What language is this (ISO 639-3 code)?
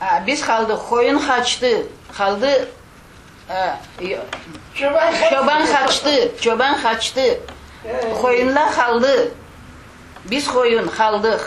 crh